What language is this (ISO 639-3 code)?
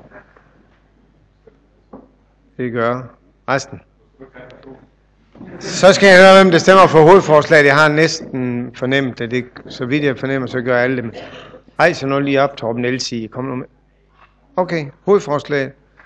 dan